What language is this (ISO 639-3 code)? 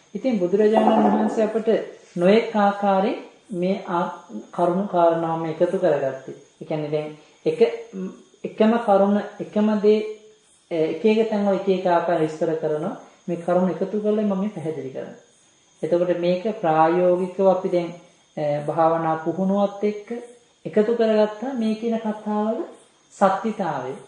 sin